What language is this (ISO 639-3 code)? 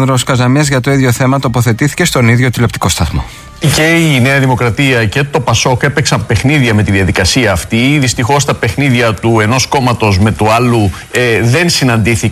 ell